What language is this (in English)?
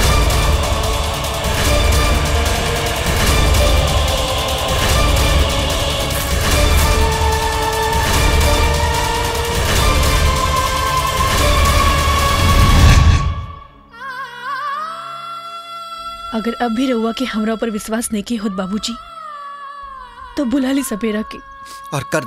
Bhojpuri